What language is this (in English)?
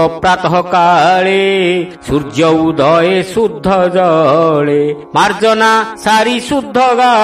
Odia